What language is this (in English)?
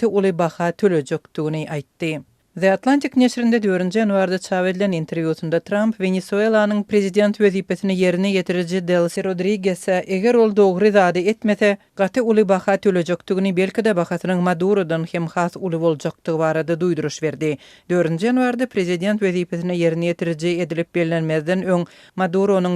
Turkmen